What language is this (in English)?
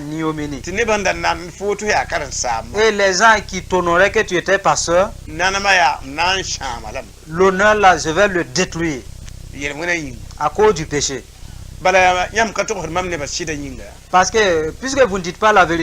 Mossi